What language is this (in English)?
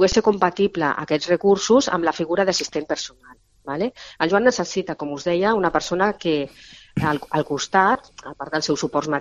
Catalan